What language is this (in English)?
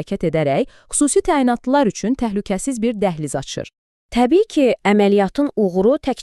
Azerbaijani